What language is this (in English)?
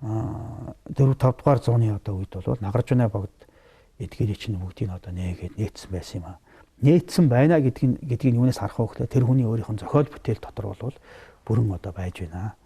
Mongolian